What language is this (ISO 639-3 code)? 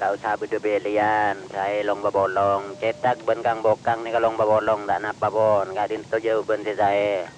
mad